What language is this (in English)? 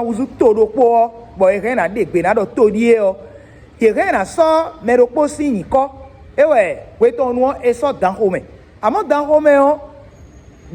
Fon